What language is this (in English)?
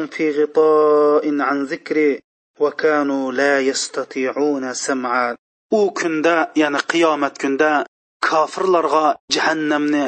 Uyghur